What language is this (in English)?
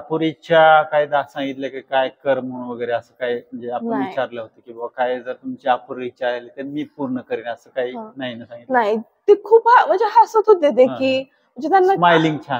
Marathi